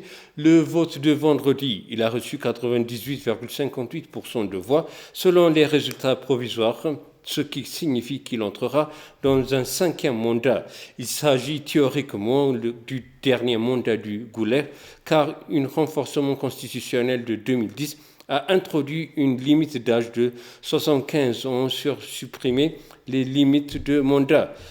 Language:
French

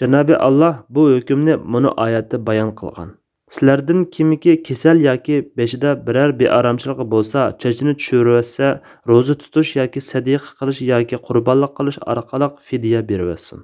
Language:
Uyghur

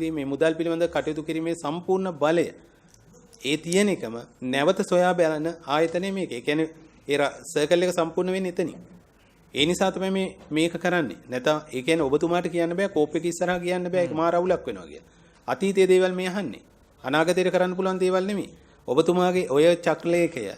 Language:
Sinhala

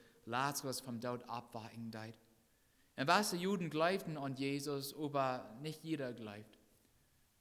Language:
Plautdietsch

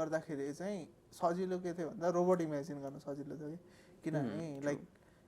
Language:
Nepali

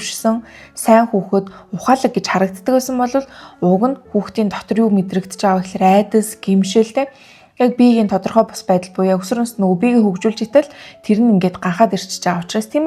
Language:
Mongolian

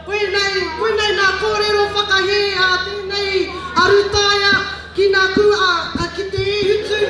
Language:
Māori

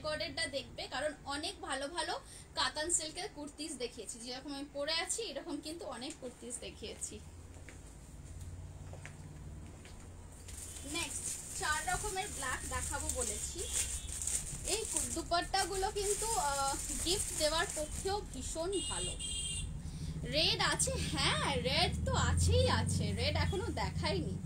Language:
Bangla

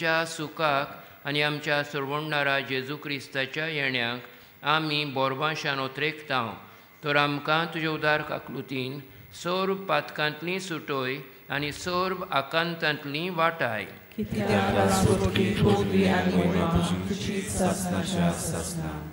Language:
Konkani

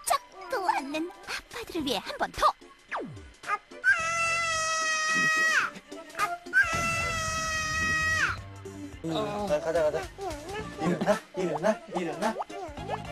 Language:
Korean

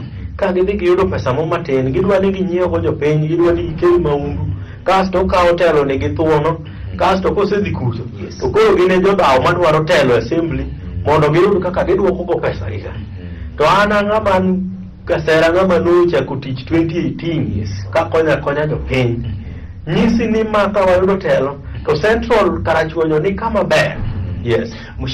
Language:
Luo (Kenya and Tanzania)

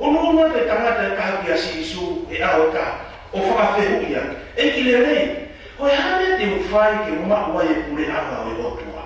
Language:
Tongan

